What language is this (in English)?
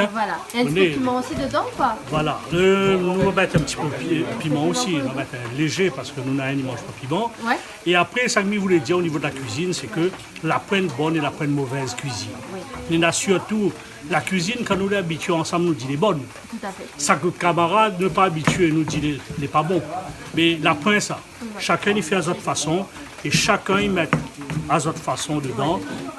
Réunion Creole French